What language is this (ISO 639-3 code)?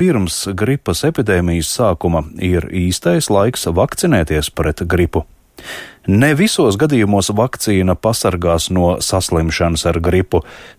lav